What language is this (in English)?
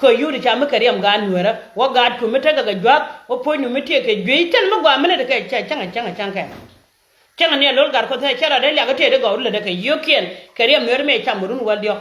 Nuer